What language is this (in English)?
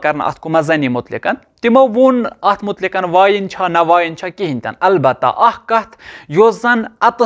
Kashmiri